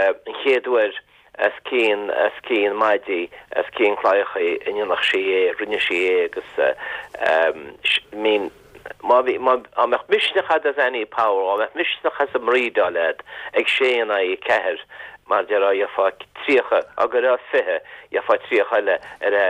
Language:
Irish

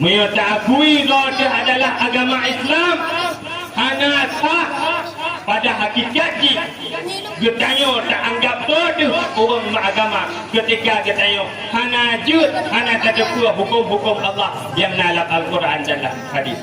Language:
Achinese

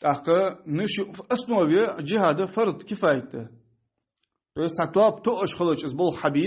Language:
Ingush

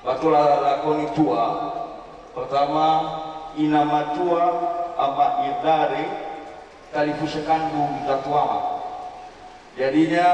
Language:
Nias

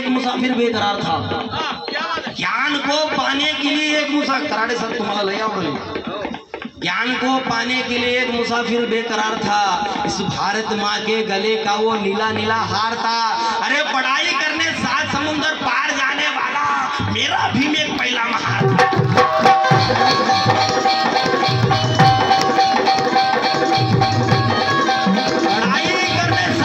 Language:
Marathi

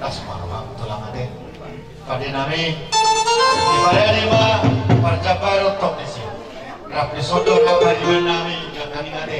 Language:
Batak Toba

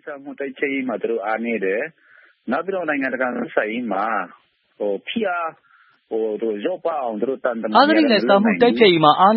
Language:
Burmese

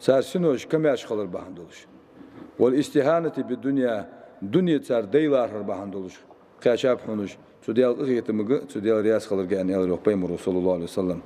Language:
Ingush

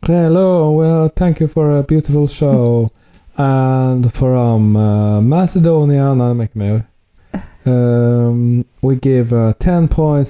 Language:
Norwegian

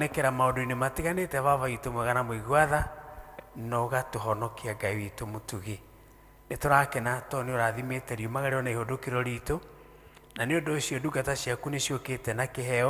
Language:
Kikuyu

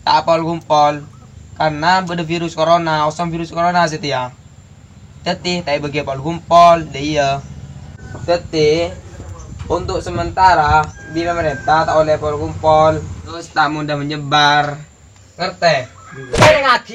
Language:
Madurese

